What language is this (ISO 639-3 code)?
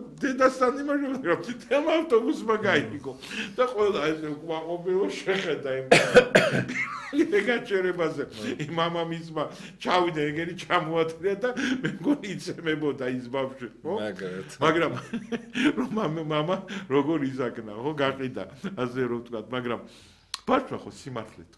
kat